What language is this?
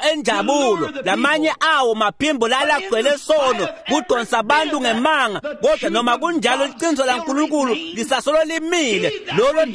Swati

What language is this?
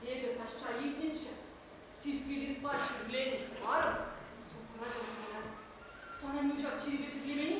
Chuvash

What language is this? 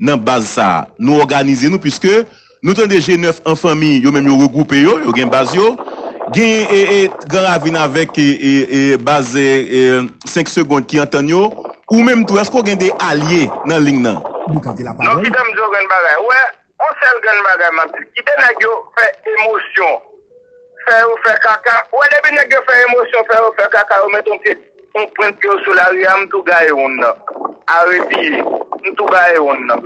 Haitian Creole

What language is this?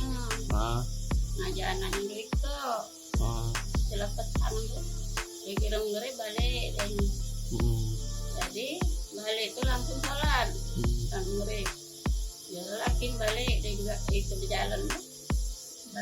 Musi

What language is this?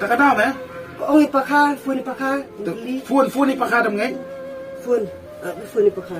Khasi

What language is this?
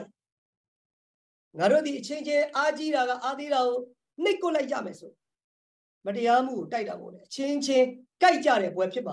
Burmese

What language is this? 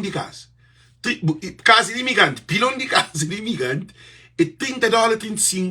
Kabuverdianu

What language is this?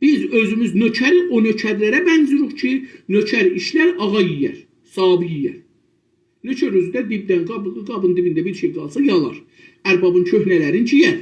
South Azerbaijani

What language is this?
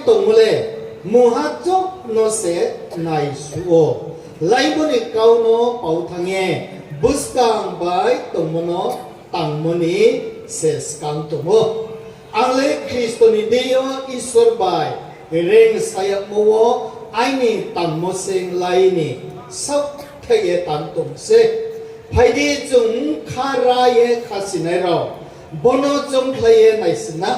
Riang (India)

